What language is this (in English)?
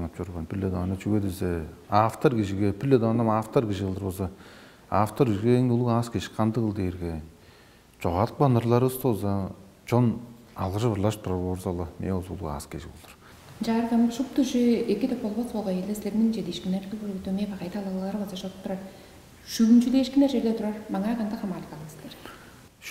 Tuvinian